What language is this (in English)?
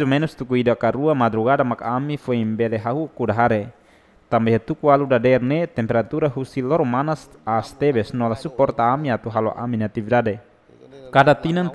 Tetum